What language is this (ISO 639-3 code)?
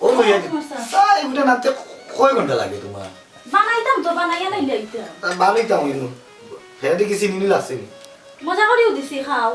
syl